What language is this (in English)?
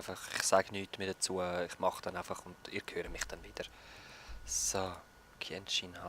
Swiss German